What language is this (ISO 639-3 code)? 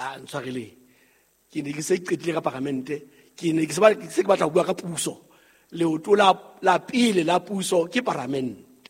sot